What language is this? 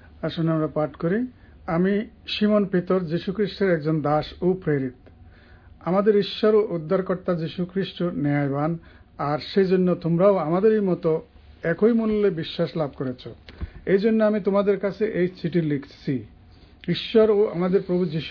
Bangla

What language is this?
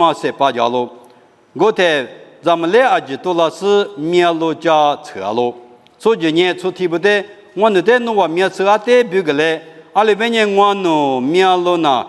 Lisu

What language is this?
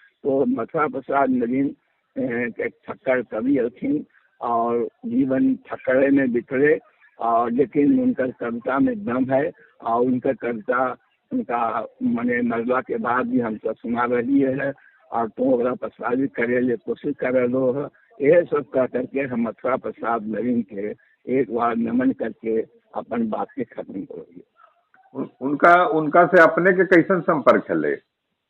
Magahi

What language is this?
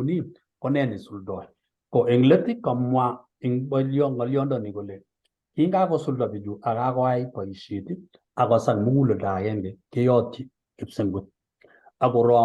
Kalenjin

